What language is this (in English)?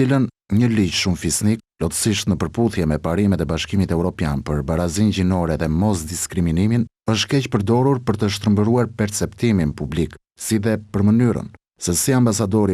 Albanian